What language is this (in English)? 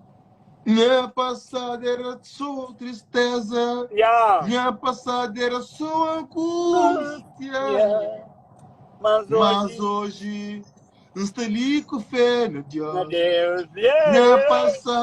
Kabuverdianu